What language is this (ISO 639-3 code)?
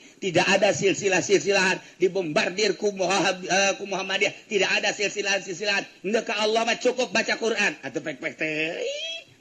sun